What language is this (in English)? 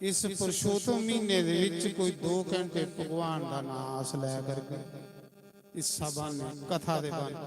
Dogri